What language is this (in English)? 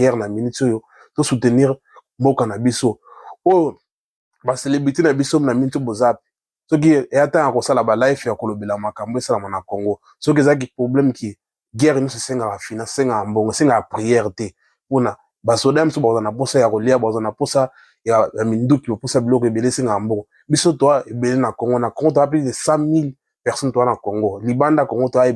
Lingala